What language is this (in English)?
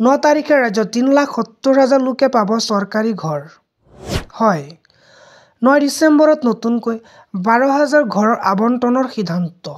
Assamese